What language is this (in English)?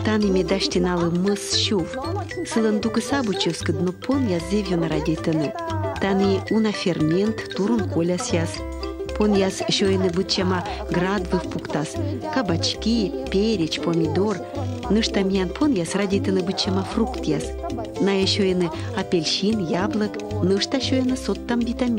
Komi